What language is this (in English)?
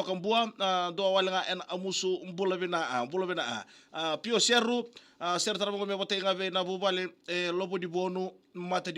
Fijian